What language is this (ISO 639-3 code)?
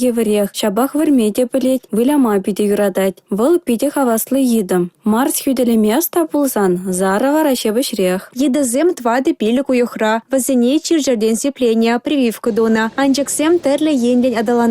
chv